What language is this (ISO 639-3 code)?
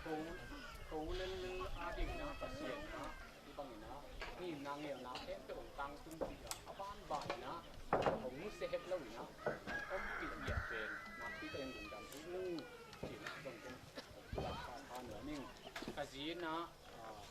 ctd